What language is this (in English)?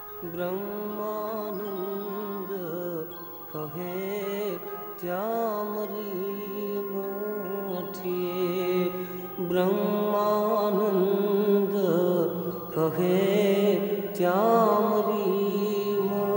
Gujarati